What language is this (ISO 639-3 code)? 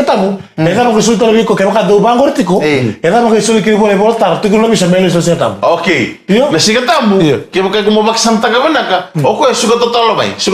fij